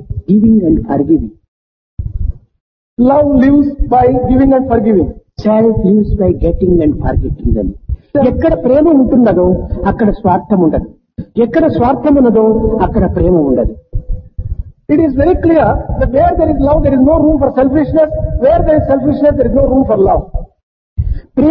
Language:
Telugu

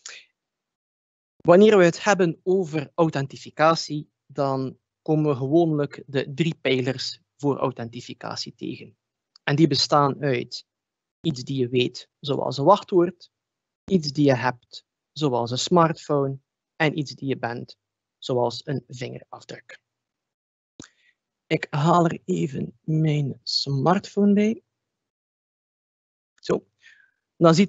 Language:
Dutch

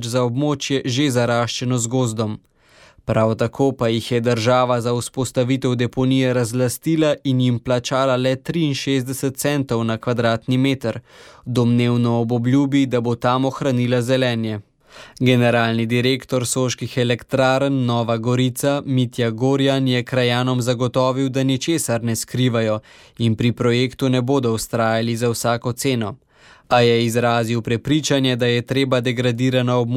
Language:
Slovenian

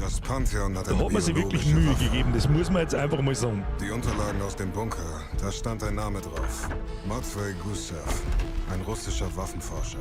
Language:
Bavarian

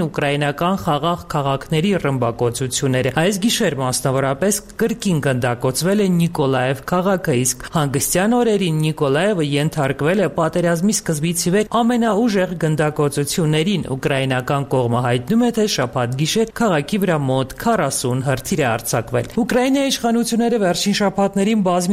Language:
Armenian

